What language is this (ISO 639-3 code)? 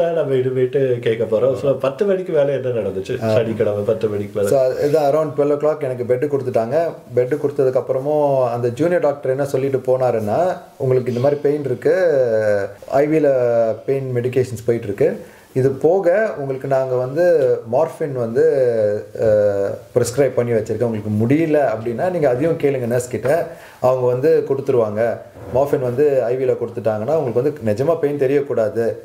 tam